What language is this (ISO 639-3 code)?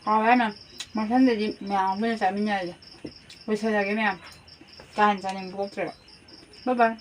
mni